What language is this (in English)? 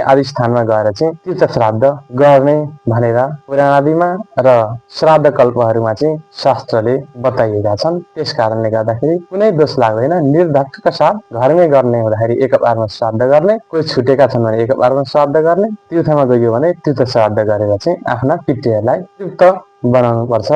Nepali